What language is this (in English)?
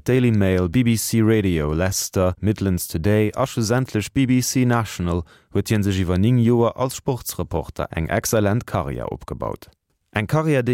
Luxembourgish